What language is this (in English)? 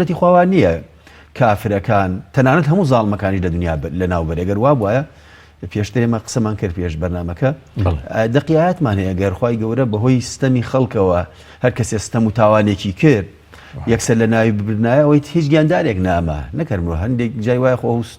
Central Kurdish